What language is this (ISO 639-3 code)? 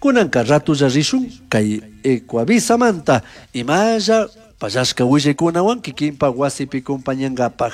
qug